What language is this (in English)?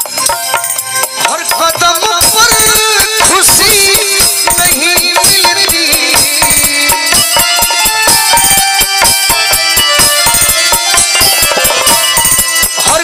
Bhojpuri